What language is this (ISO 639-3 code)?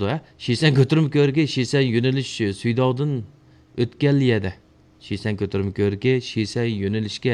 uig